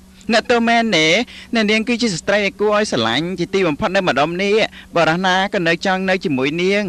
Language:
Khmer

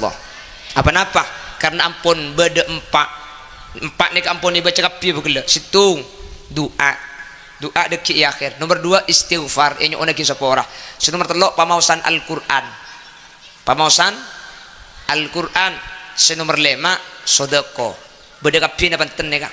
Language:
Madurese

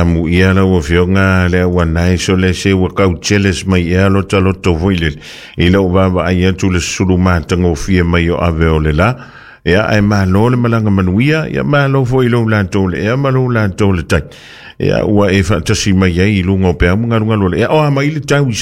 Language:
Samoan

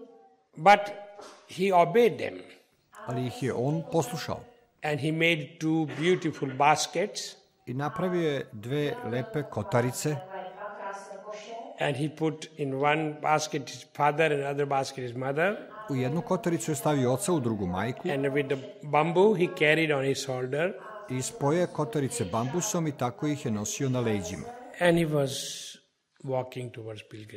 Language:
Serbian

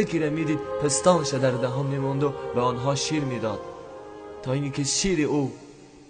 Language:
Tajik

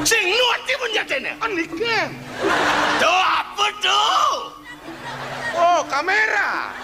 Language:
Balinese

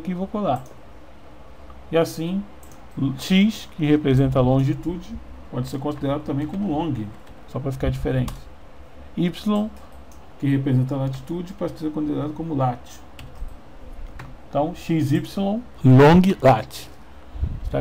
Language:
Portuguese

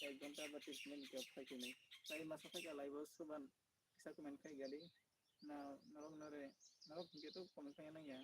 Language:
Kok Borok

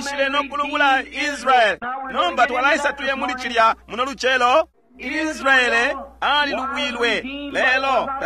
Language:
Bemba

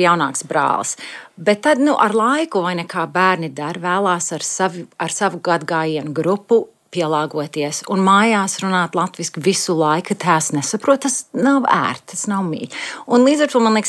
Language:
Latvian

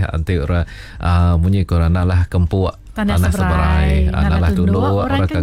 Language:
Iban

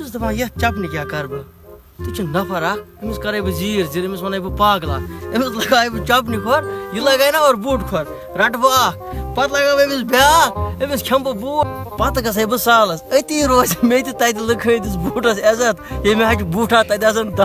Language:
Kashmiri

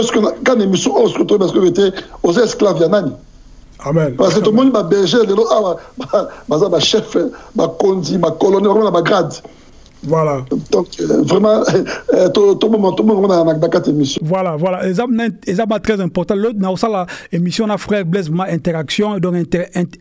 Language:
French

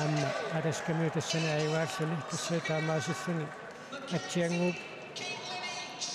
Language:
Kalaallisut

